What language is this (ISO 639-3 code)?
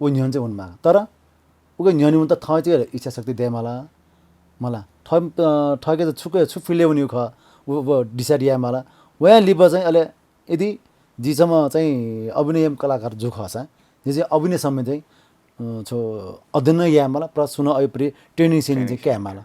new